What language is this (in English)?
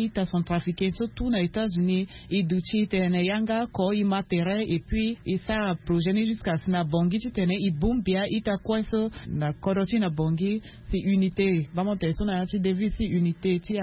Sango